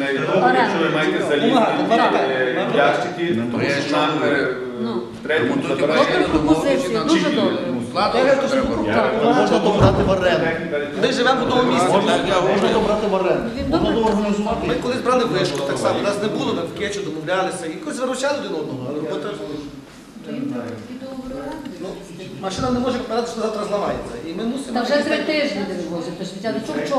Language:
Ukrainian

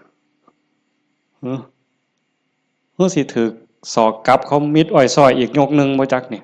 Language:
Northeastern Thai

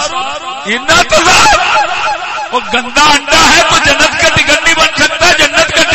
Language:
Saraiki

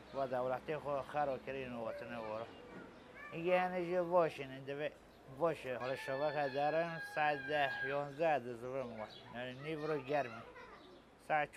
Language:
Kurdish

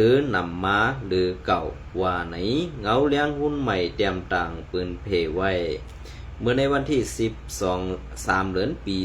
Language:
Shan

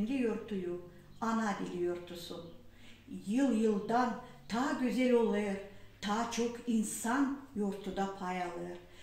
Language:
Gagauz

